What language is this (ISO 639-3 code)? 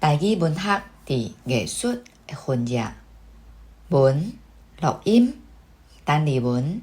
nan